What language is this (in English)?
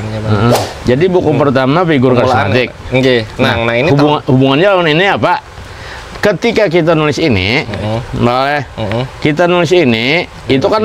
Banjar